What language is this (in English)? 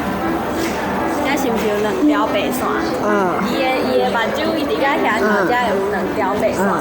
Min Nan Chinese